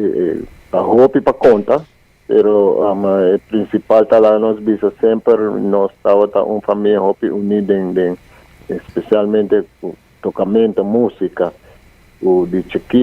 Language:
Papiamento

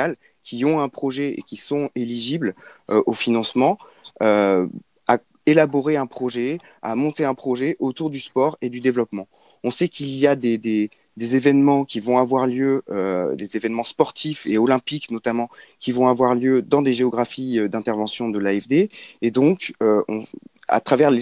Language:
French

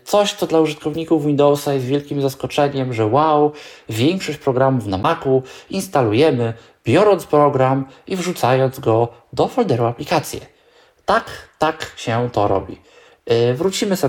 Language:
Polish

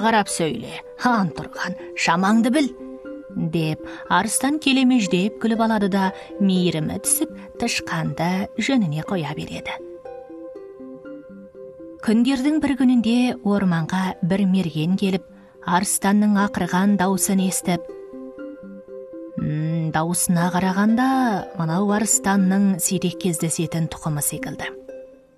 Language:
Kazakh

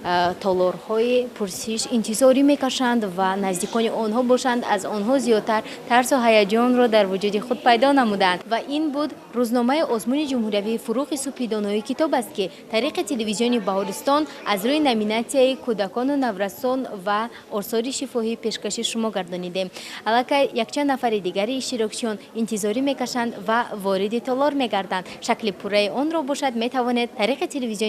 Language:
Tajik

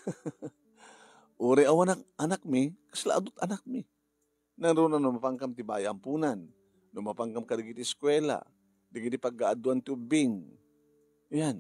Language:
Iloko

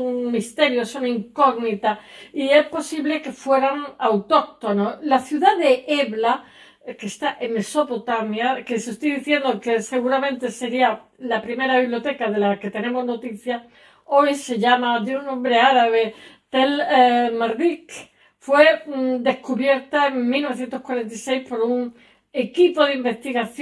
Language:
Spanish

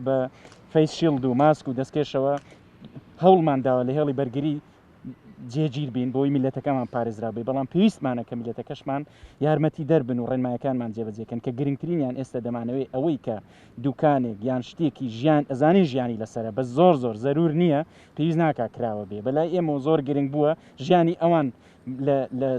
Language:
Central Kurdish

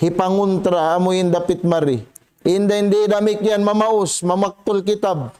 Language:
Tausug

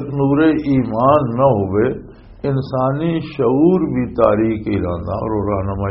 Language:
Western Panjabi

